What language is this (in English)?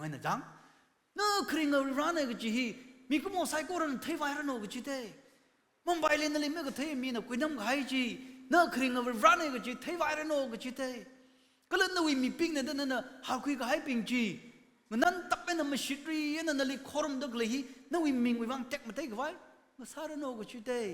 Tangkhul Naga (India)